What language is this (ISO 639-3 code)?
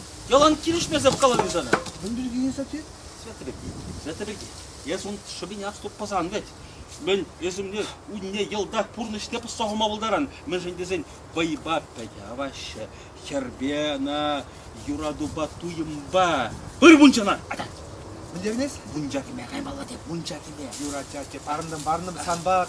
chv